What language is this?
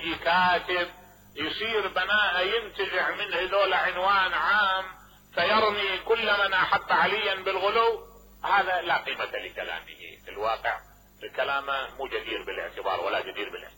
Mesopotamian Arabic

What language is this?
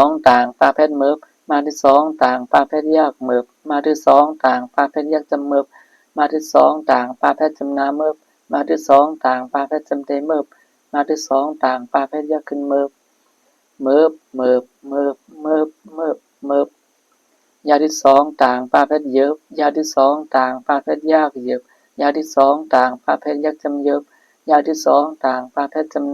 Shan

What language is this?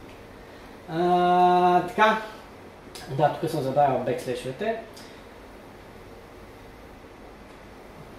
Bulgarian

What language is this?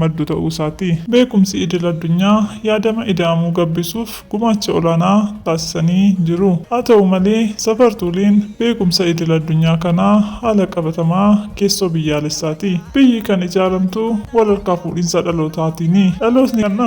Oromo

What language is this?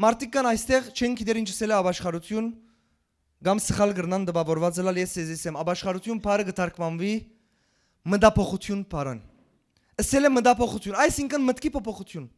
Western Armenian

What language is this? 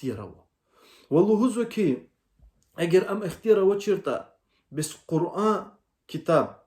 Lezghian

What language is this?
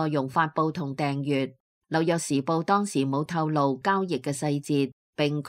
Cantonese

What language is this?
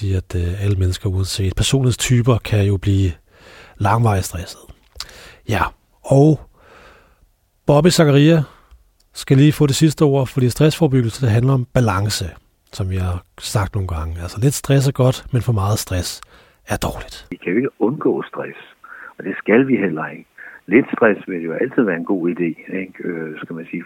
Danish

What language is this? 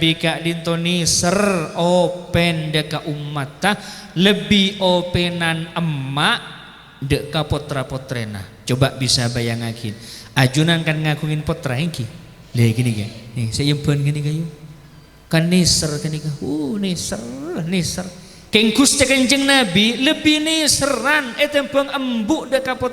Madurese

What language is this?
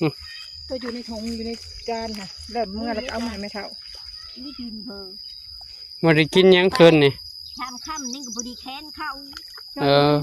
Northeastern Thai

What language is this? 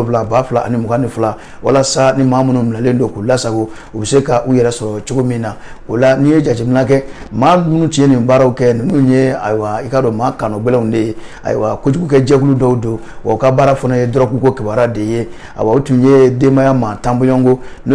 Bambara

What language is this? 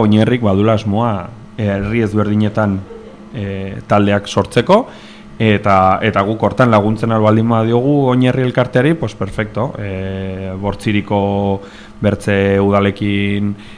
Basque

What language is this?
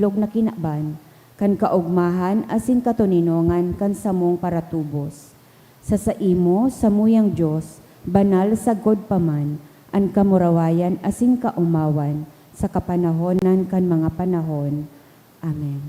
Bikol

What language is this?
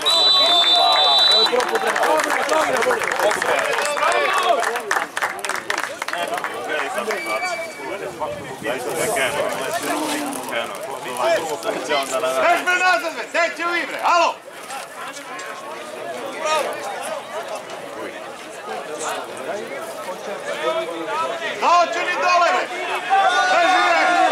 Serbian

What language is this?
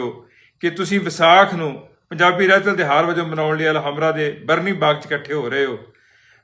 Western Panjabi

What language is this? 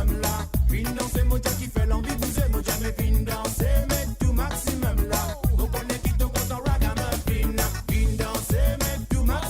Morisyen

